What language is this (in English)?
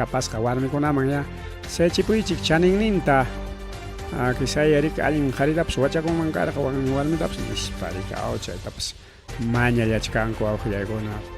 Ayacucho Quechua